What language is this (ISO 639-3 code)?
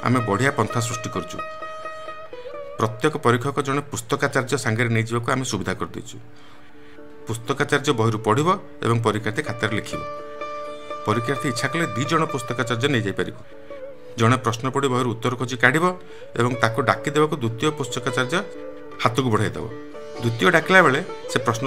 ori